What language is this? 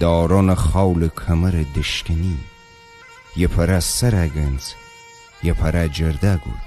Gilaki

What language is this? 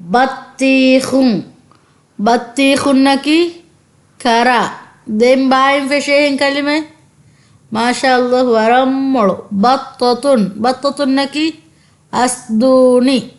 Divehi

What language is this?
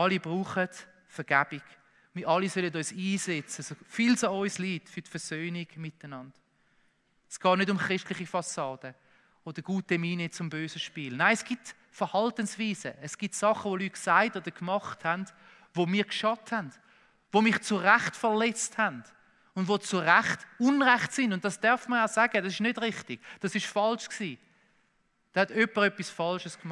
Swiss German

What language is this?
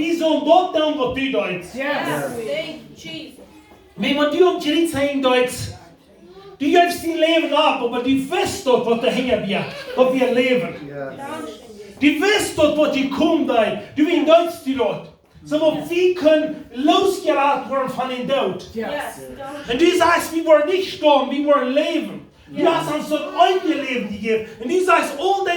Plautdietsch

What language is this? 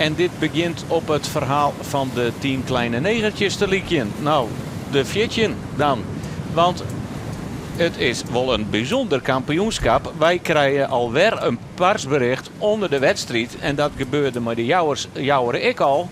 Western Frisian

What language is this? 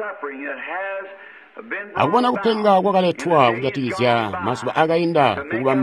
Tonga (Zambia)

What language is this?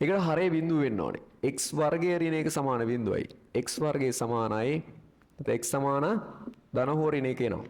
Sinhala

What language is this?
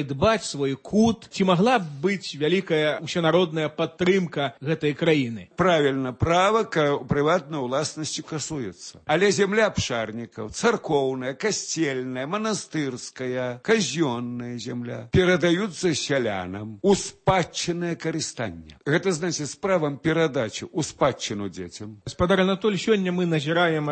Belarusian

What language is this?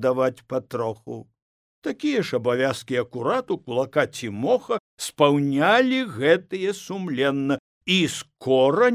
Belarusian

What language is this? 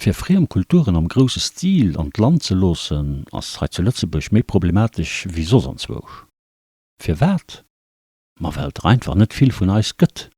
Luxembourgish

